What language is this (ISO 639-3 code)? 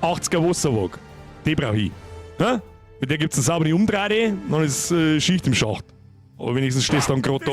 bar